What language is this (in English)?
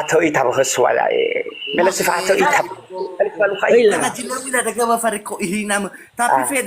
Nias